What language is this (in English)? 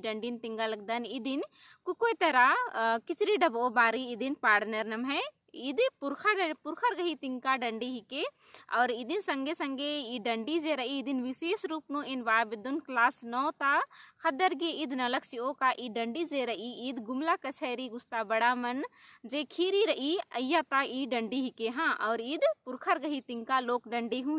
Kurukh